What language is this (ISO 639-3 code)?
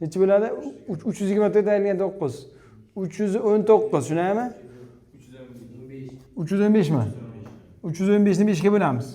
uzb